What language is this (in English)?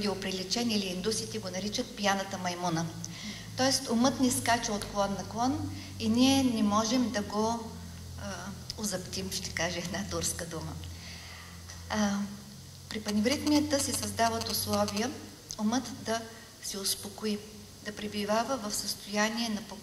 Bulgarian